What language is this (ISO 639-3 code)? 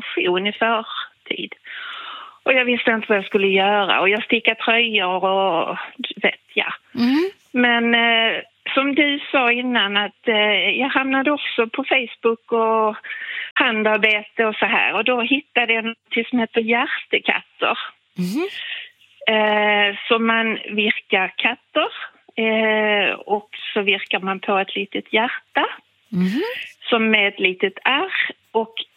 swe